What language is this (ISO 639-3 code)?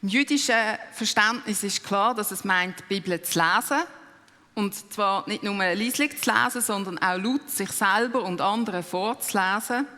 gsw